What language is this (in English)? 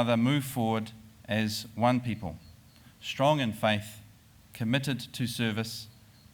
Māori